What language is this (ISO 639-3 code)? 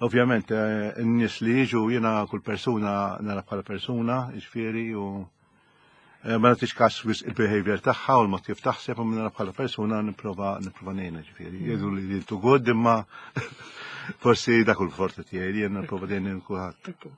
mlt